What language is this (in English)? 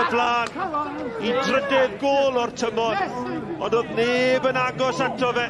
Welsh